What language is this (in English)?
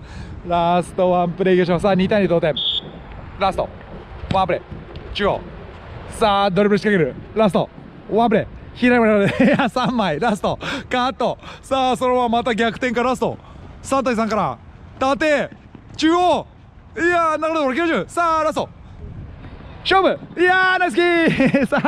Japanese